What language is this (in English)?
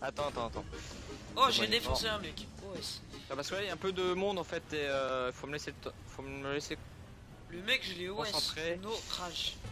French